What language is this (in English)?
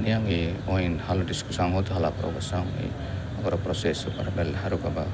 Tetum